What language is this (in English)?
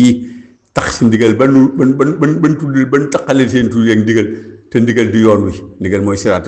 Wolof